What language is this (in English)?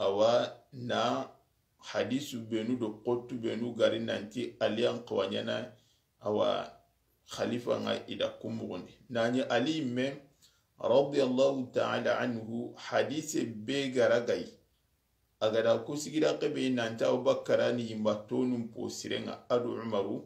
Soninke